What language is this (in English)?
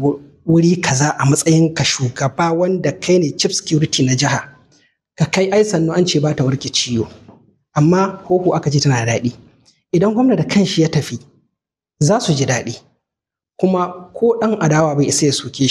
Hausa